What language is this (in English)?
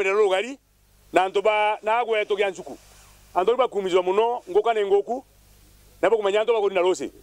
Meru